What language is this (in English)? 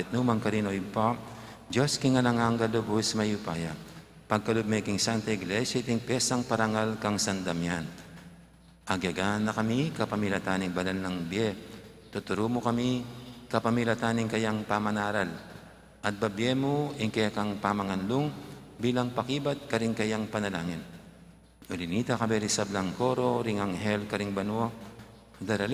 Pampanga